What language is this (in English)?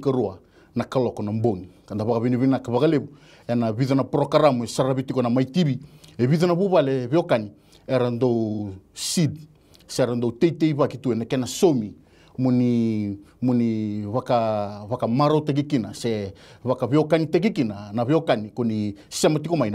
Fijian